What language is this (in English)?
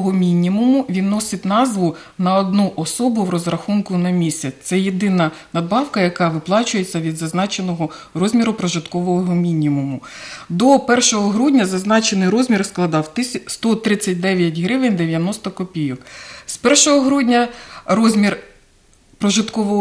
Ukrainian